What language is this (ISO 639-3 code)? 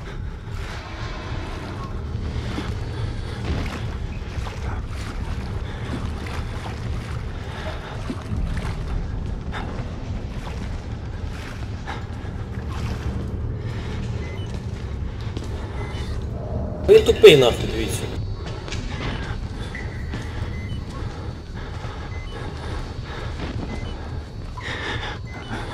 ukr